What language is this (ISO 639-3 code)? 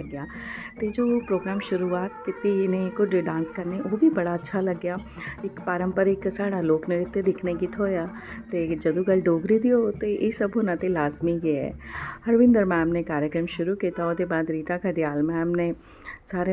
doi